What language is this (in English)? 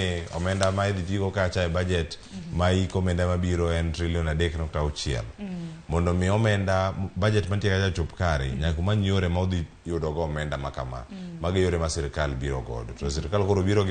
Luo (Kenya and Tanzania)